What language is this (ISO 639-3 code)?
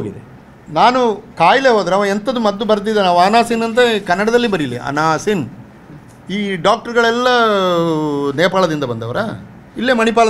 kan